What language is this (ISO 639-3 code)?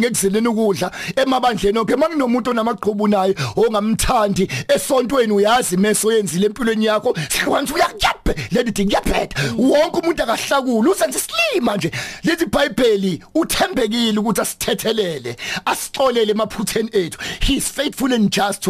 zul